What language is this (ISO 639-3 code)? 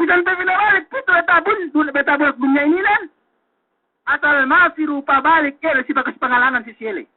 yka